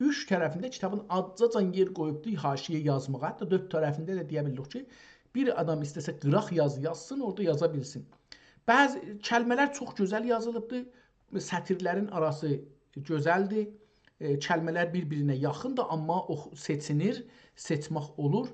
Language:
South Azerbaijani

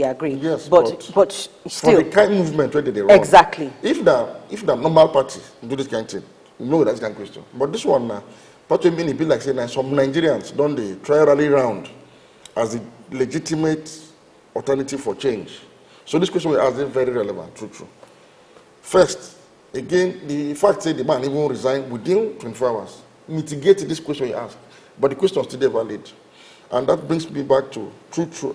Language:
Nigerian Pidgin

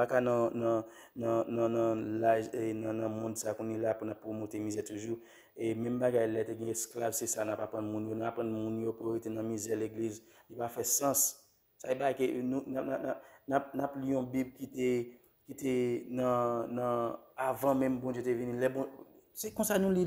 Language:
Haitian Creole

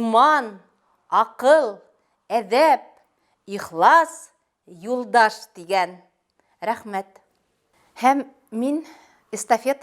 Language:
Bashkir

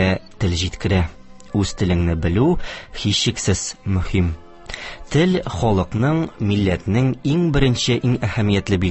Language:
Tatar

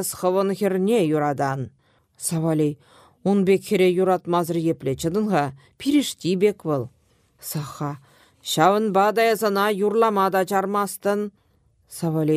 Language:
Chuvash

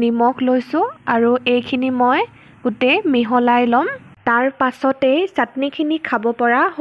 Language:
Assamese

